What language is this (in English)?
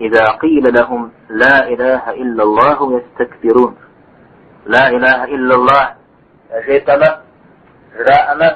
Kabardian